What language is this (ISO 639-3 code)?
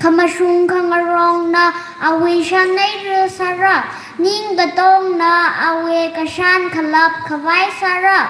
nmf